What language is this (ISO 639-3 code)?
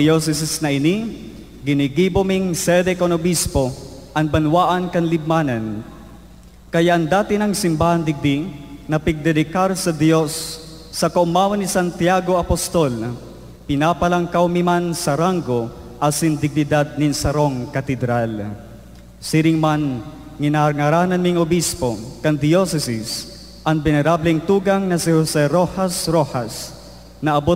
bik